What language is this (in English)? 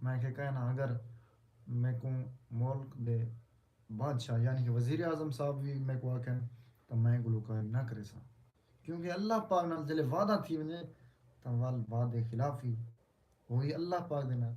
Saraiki